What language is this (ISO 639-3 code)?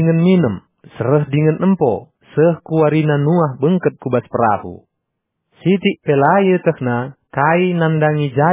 btx